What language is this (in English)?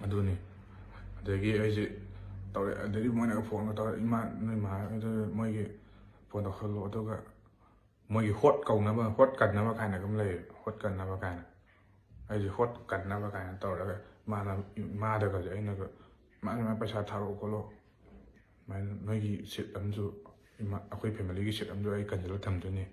Manipuri